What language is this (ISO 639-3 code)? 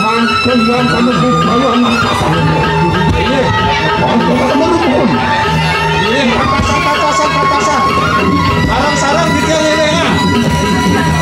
ban